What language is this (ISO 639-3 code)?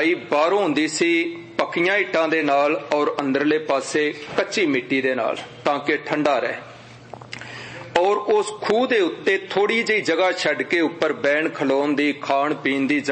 pan